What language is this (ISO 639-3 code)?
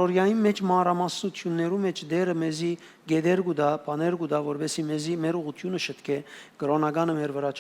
hyw